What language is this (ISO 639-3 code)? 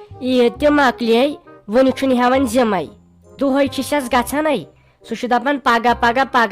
kas